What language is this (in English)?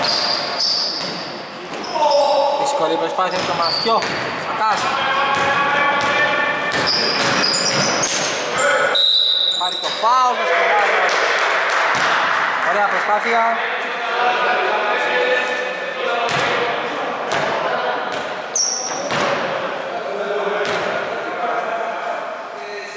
Greek